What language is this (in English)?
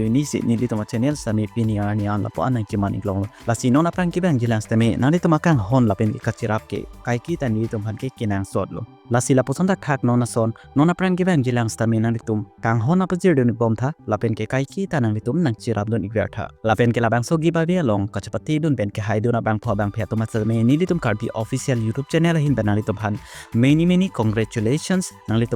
Karbi